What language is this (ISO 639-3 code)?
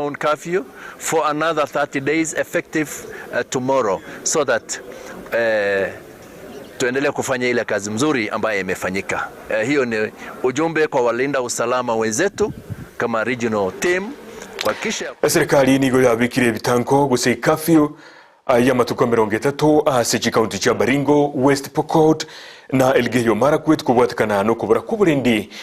guz